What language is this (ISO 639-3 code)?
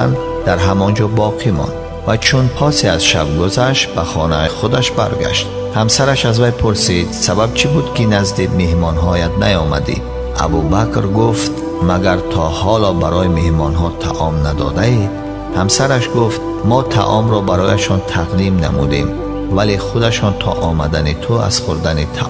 tgk